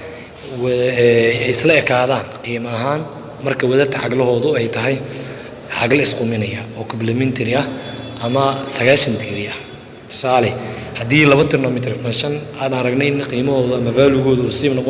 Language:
Somali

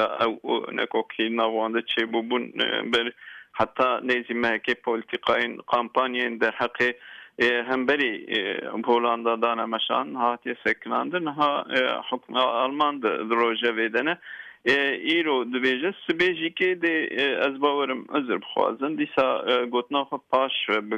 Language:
Kurdish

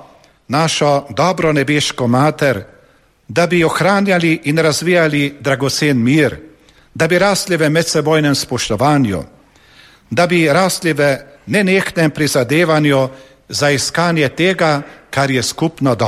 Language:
Slovenian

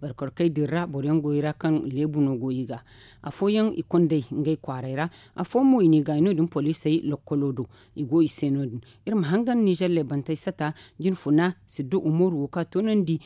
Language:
Zarma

